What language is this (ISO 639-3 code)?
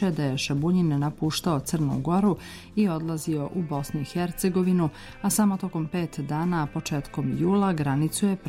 srp